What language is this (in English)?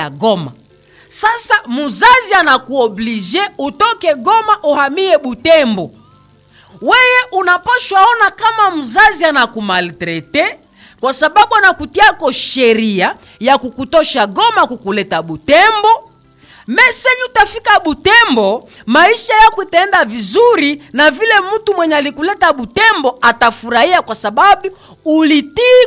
Swahili